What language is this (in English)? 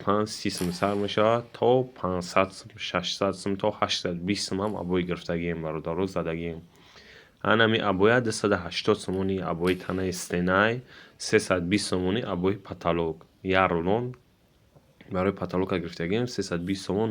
Tajik